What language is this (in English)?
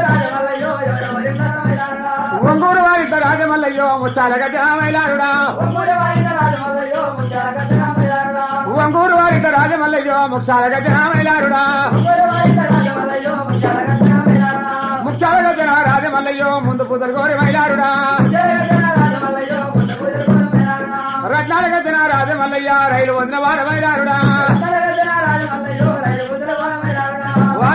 Telugu